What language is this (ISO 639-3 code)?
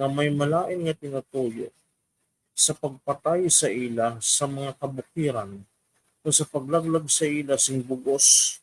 hil